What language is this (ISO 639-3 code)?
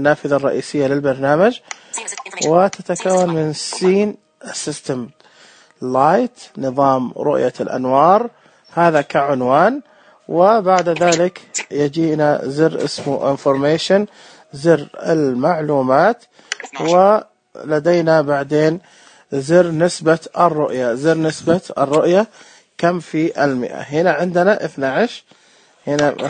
ars